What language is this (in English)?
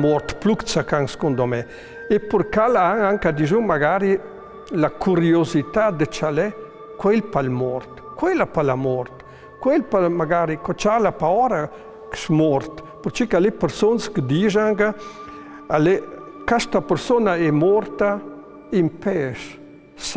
Ladin